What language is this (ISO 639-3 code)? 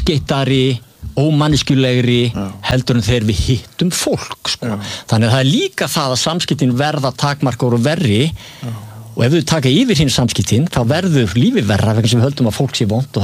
isl